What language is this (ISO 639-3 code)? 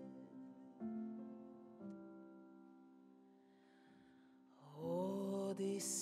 nor